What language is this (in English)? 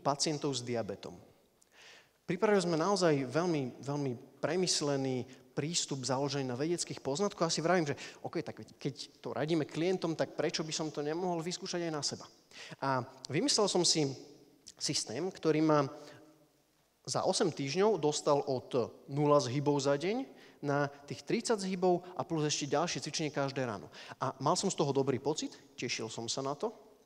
Slovak